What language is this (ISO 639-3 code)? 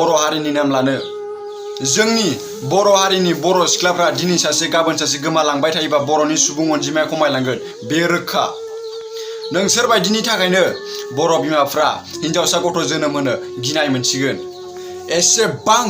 brx